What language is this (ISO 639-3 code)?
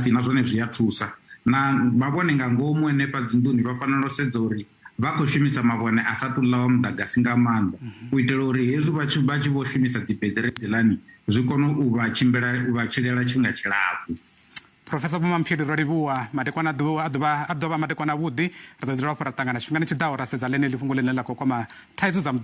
ven